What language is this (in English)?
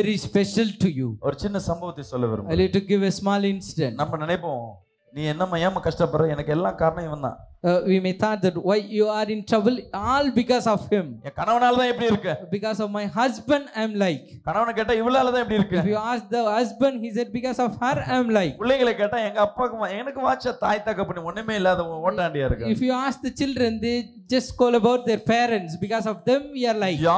Tamil